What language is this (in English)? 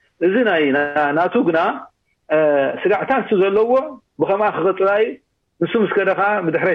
Tigrinya